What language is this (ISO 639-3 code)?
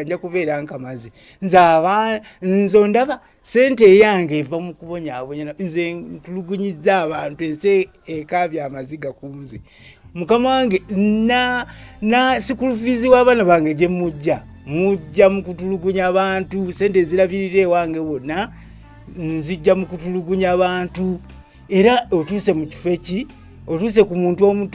lug